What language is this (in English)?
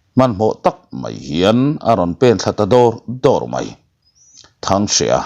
Mizo